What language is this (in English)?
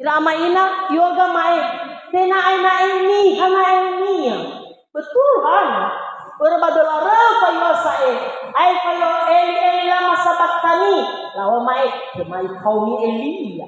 Nias